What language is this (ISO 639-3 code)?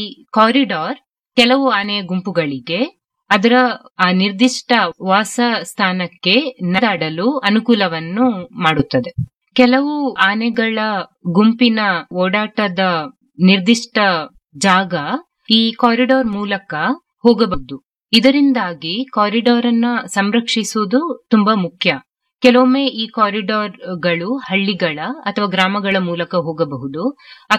kan